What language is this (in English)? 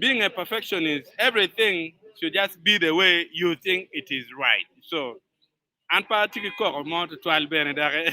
Acoli